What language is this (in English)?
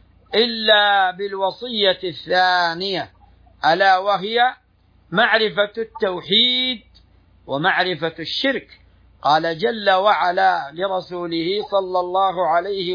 Arabic